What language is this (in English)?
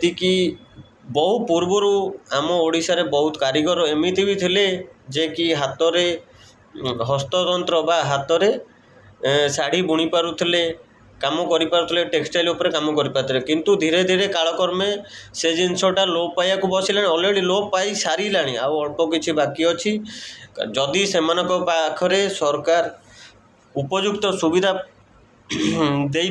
Odia